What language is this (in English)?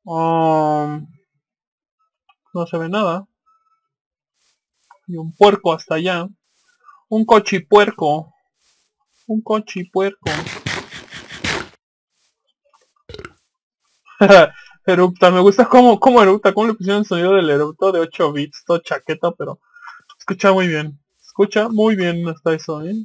Spanish